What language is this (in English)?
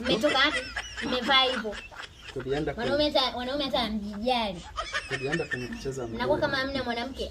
Swahili